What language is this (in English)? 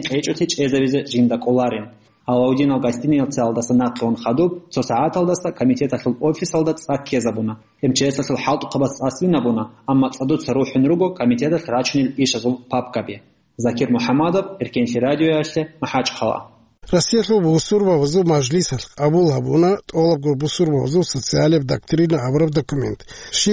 Avaric